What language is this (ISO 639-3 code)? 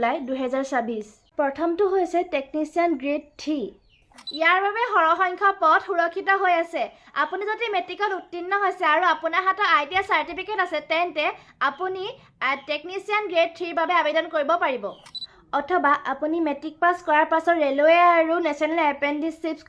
asm